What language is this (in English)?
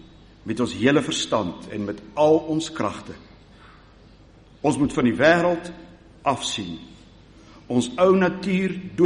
Afrikaans